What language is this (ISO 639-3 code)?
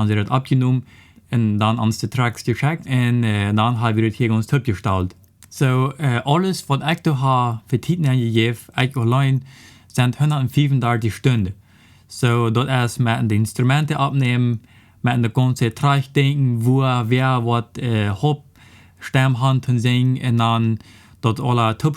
pdt